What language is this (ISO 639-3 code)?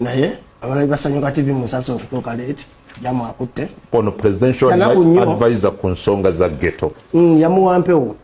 lug